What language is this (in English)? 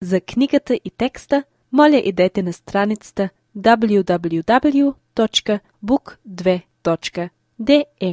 Bulgarian